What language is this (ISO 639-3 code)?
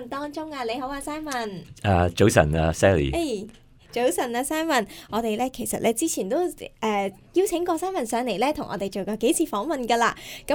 yue